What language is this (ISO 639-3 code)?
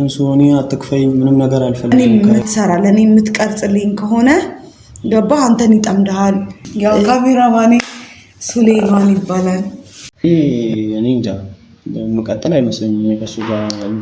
amh